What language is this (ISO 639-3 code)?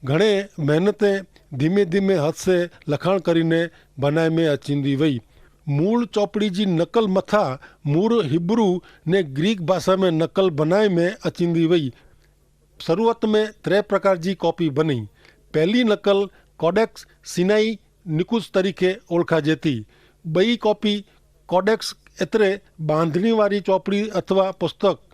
kfr